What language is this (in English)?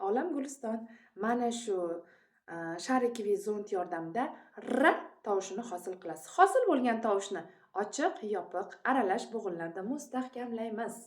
Uzbek